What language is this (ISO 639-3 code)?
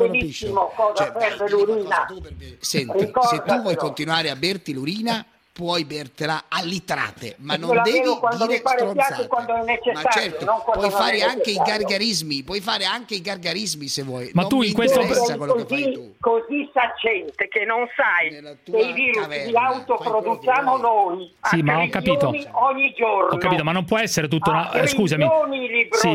ita